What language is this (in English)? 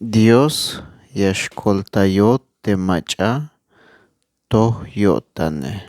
Tzeltal